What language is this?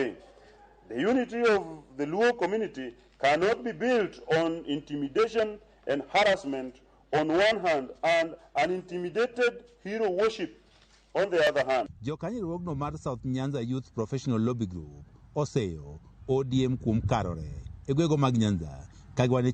Luo (Kenya and Tanzania)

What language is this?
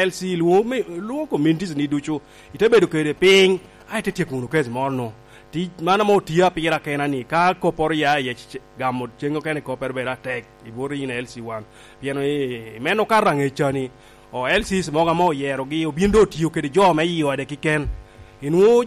Lango (Uganda)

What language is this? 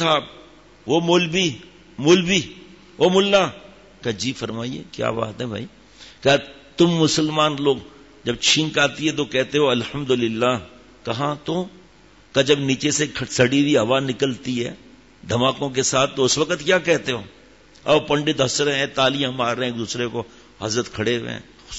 Urdu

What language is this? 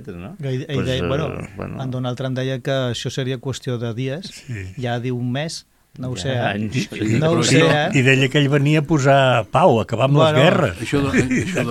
Catalan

